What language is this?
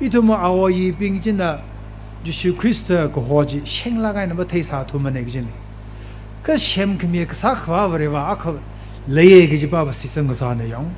Tangkhul Naga (India)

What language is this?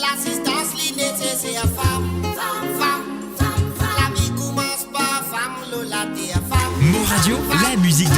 Morisyen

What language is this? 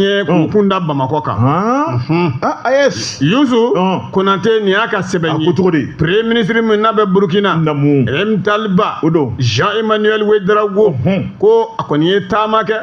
Bambara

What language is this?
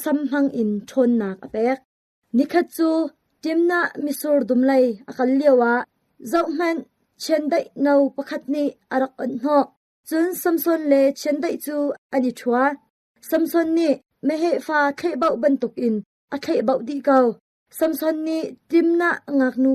Hakha Chin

